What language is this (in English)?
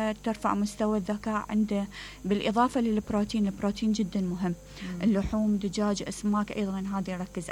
Mesopotamian Arabic